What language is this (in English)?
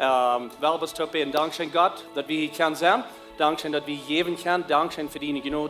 Plautdietsch